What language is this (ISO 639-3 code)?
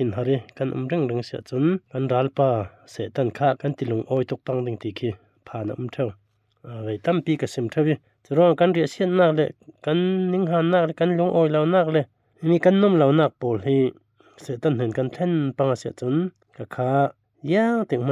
cfm